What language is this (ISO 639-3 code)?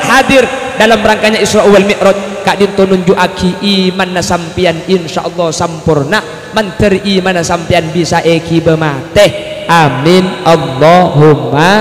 mad